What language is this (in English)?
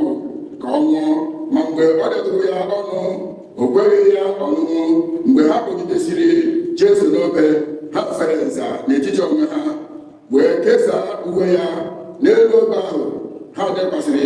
Igbo